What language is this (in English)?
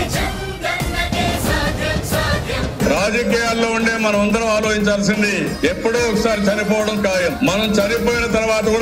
Telugu